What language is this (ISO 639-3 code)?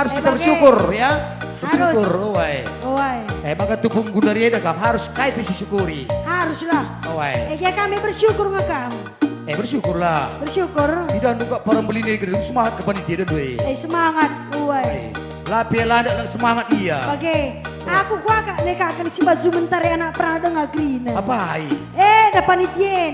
btx